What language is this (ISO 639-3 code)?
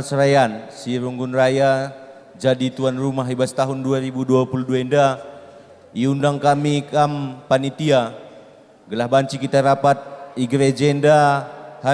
btx